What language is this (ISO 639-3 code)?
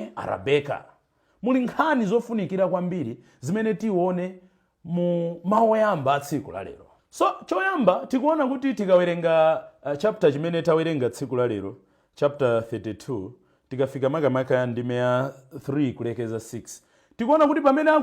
nya